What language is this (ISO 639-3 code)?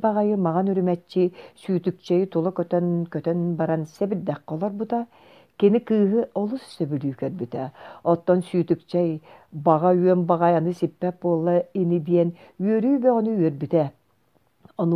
sah